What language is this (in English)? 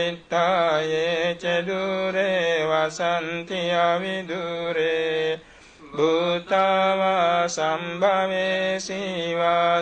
Pali